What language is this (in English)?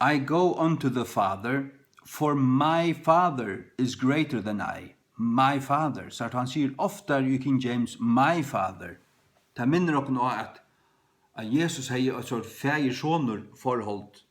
Faroese